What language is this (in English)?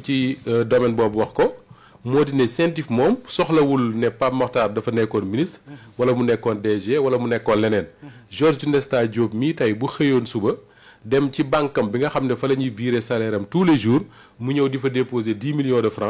Wolof